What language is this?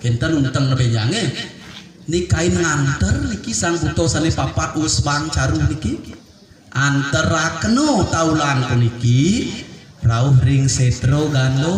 Balinese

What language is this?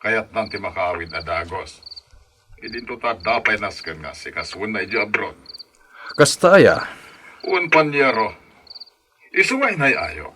Iloko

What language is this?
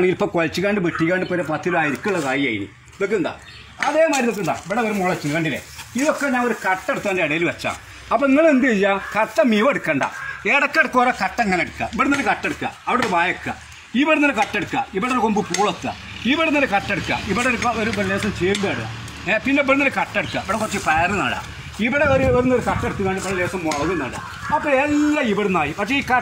Malayalam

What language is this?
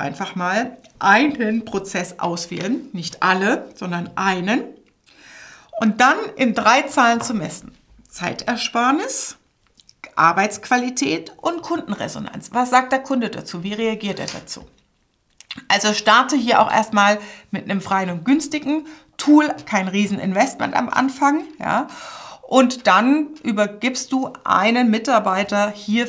German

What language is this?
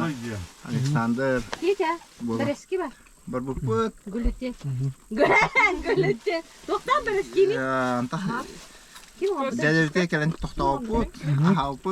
Yakut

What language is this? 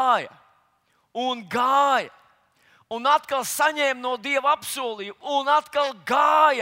Latvian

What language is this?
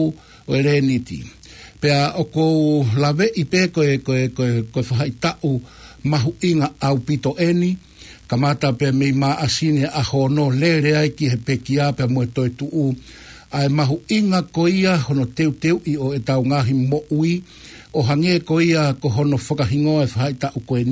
Tongan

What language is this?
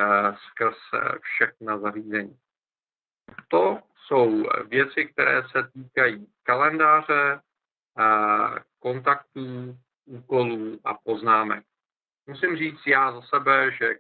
Czech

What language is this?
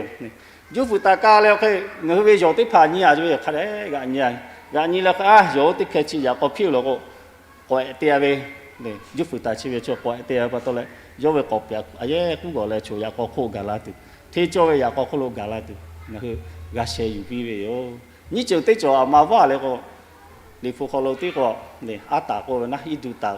Lahu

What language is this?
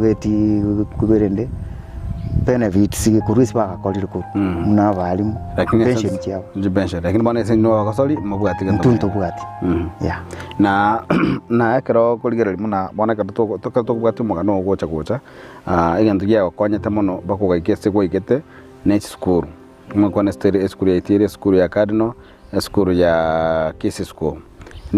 Gusii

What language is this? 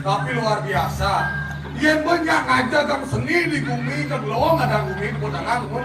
Balinese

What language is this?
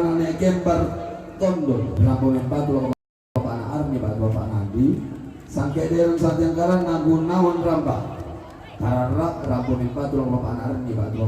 Toraja-Sa'dan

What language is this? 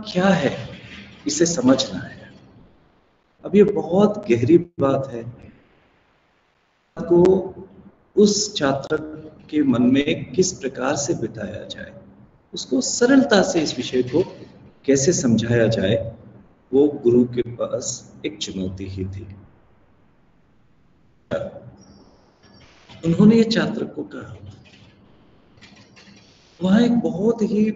Hindi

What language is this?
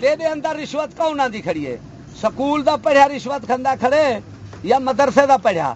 Saraiki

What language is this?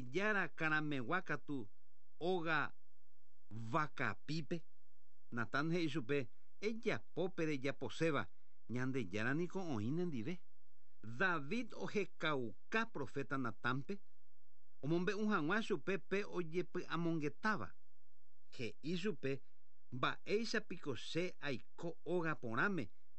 Guarani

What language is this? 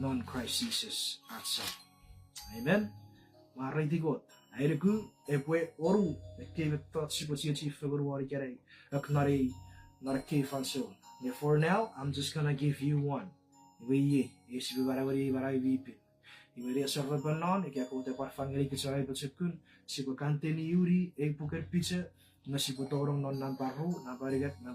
Chuukese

